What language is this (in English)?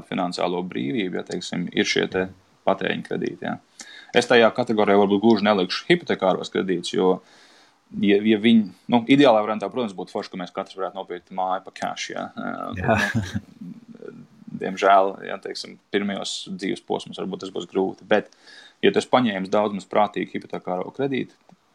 Latvian